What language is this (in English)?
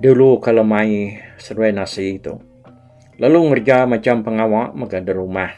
Iban